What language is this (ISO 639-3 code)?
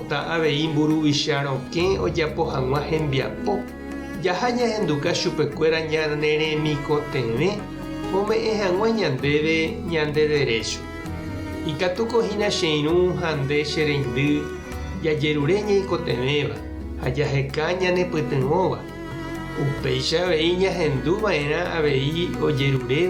grn